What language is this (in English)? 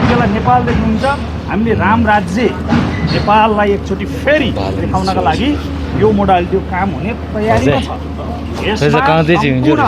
Nepali